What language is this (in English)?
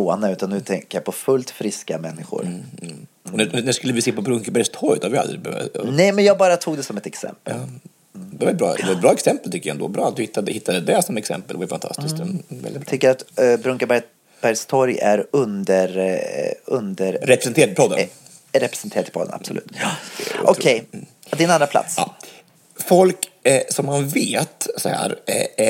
Swedish